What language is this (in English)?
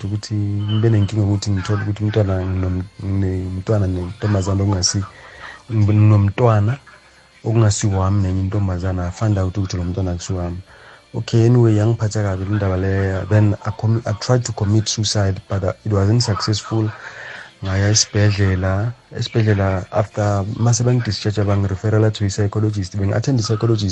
South Ndebele